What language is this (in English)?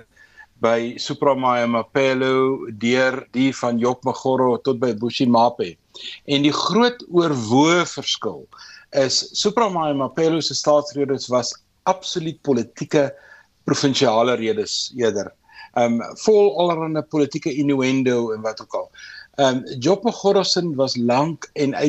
Afrikaans